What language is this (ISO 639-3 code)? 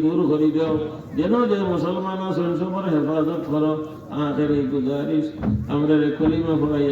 syl